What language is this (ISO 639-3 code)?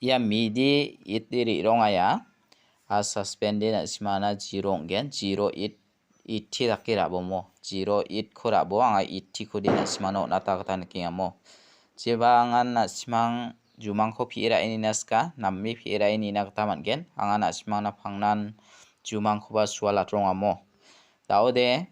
grt